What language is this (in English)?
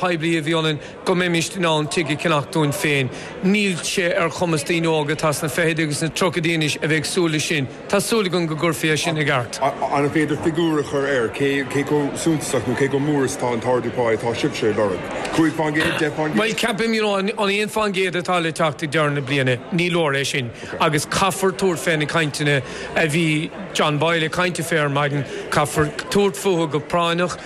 Irish